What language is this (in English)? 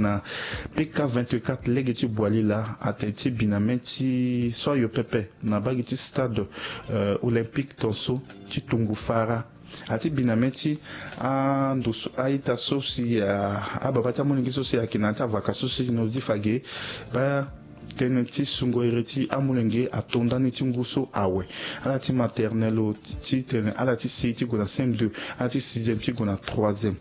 Sango